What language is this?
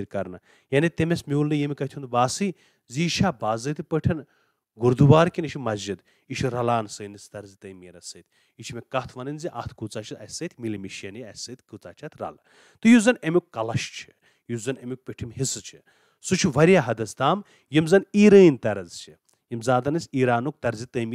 Kashmiri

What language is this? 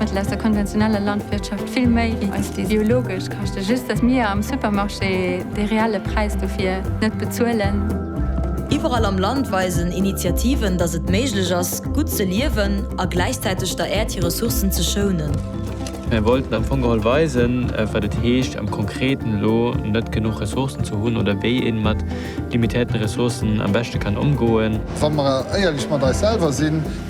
Luxembourgish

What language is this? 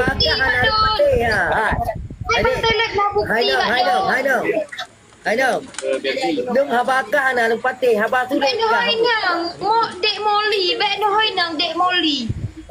Achinese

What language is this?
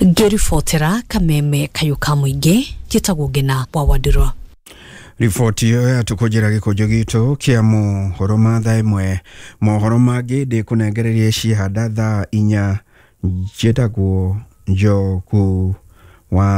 Kikuyu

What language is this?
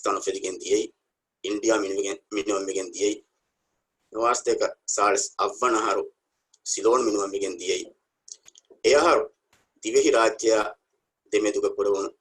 Divehi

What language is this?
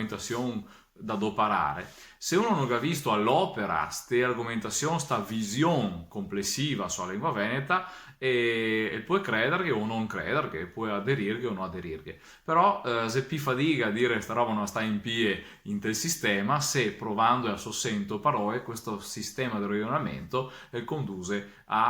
Venetian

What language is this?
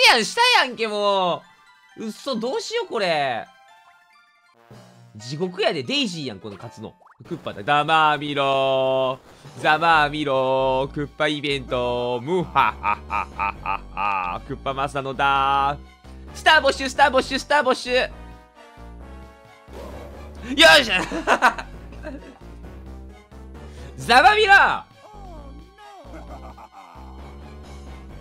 Japanese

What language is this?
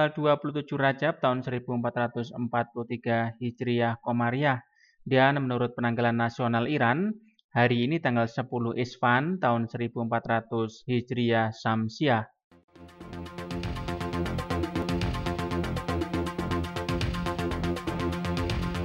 Indonesian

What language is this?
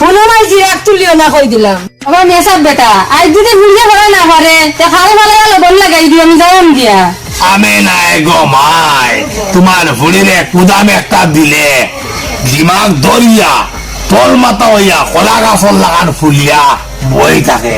Sylheti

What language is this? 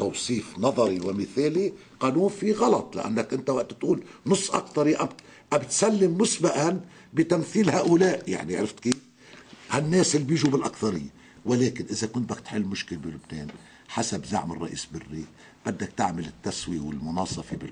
North Levantine Arabic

